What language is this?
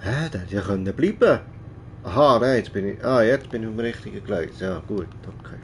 Swiss German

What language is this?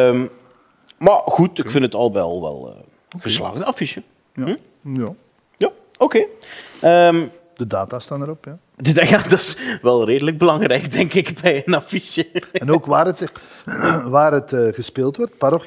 Dutch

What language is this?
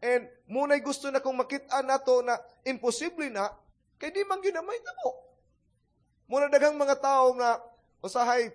Cebuano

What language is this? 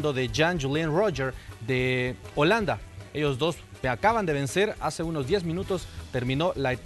Spanish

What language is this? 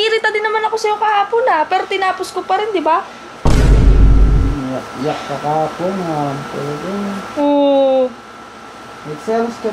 Filipino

